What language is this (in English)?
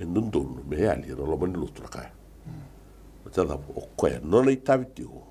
Fijian